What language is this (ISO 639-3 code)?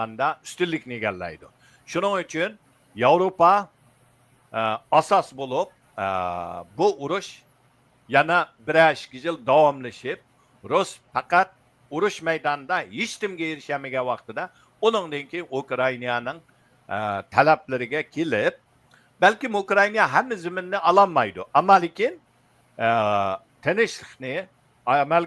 uig